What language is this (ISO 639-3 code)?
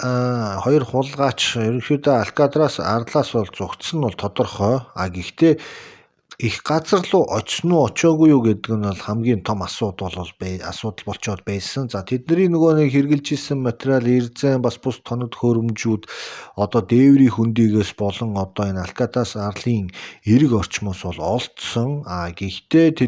mon